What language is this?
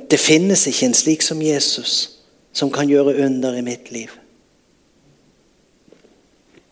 Norwegian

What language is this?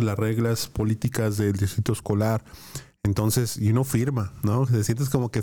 Spanish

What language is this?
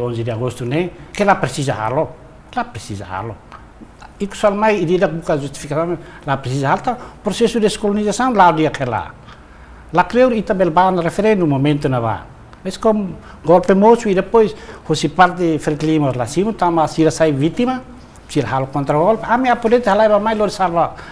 Tetum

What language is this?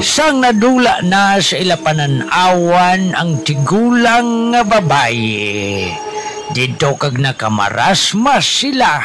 Hiligaynon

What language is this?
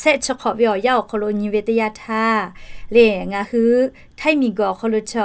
Lahu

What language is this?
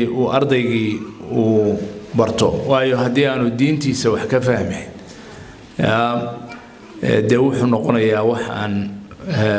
Somali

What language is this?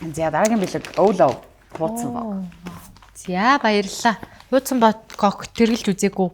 Mongolian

